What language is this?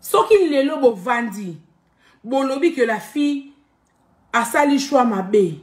Lingala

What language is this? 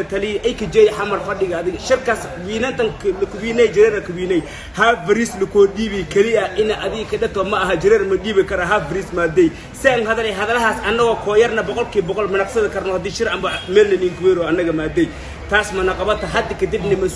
Somali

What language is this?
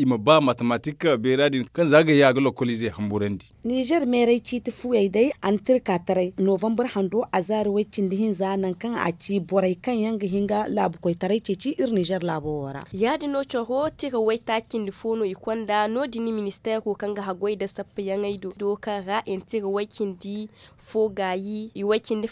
Zarma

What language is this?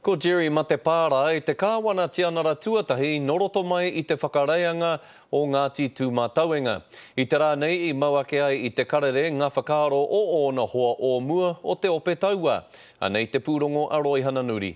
Māori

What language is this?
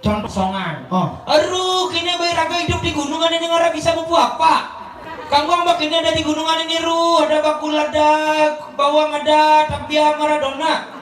Balinese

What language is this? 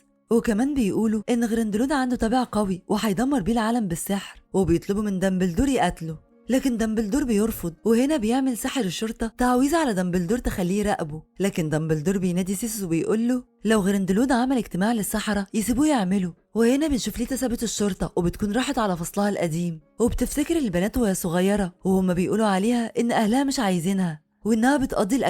Egyptian Arabic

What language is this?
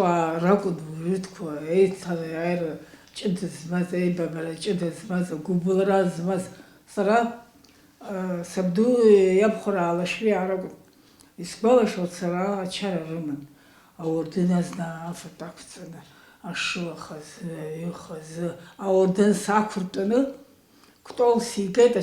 Abkhazian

